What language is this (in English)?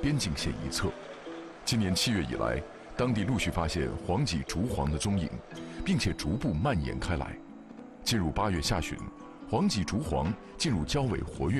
Chinese